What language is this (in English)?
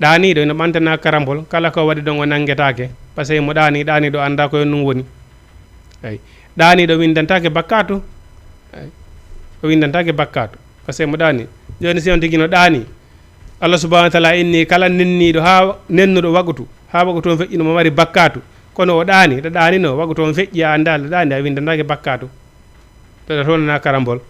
Fula